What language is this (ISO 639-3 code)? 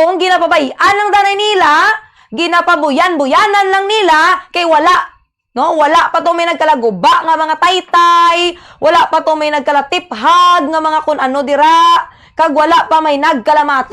hil